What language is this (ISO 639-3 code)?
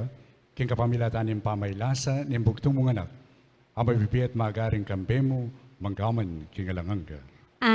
pam